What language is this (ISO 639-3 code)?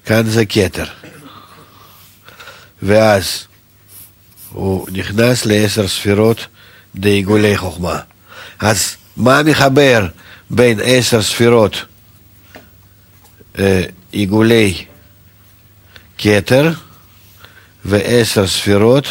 heb